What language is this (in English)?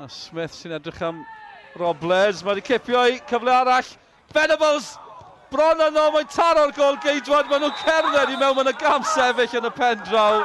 Welsh